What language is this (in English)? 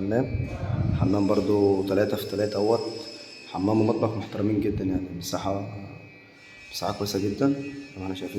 Egyptian Arabic